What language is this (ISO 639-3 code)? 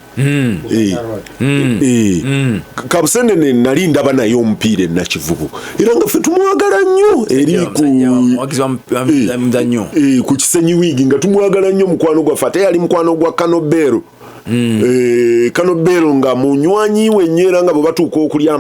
lug